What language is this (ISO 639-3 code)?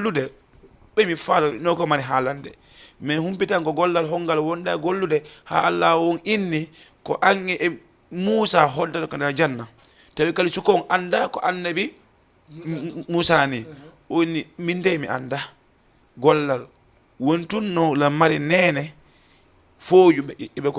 ful